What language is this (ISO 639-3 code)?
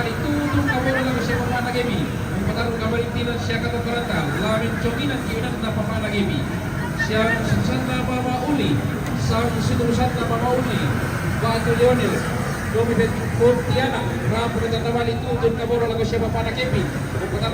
sda